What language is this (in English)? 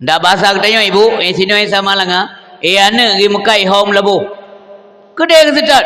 Achinese